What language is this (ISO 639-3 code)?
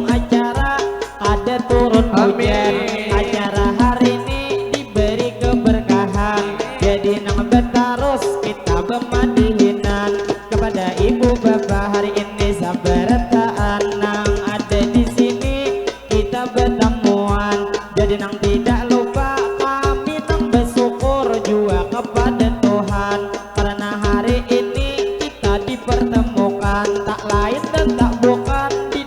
bjn